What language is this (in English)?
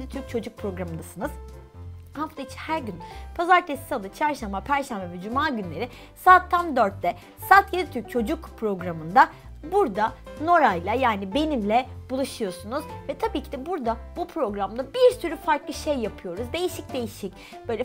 Turkish